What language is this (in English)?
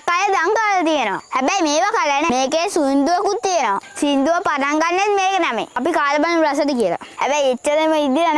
Sinhala